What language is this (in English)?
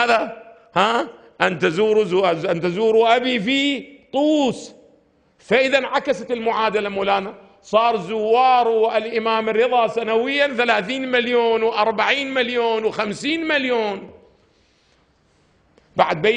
Arabic